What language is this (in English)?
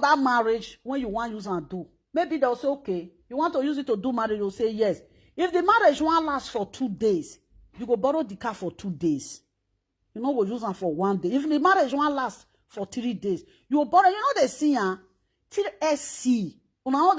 Nigerian Pidgin